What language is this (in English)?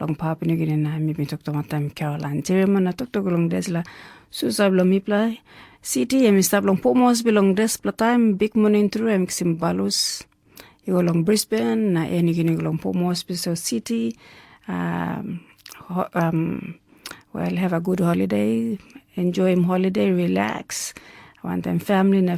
Tok Pisin